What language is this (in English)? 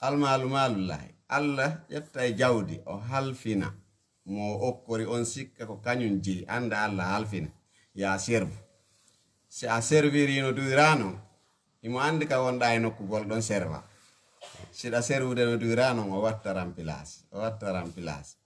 Fula